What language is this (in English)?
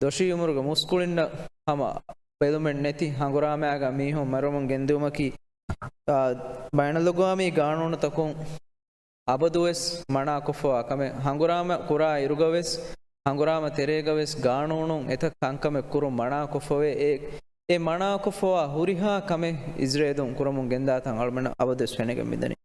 Divehi